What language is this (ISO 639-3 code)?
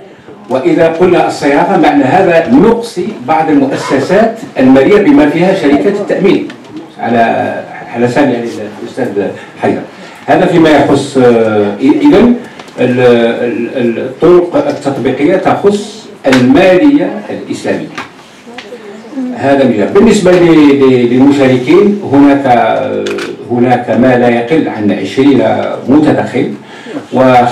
ara